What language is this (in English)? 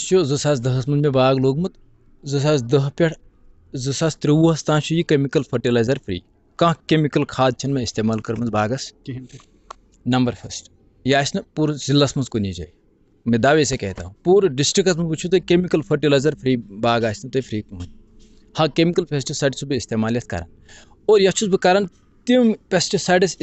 Kashmiri